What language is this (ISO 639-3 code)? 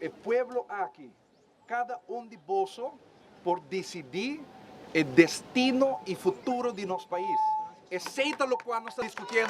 pap